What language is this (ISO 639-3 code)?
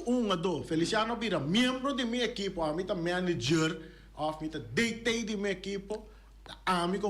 pap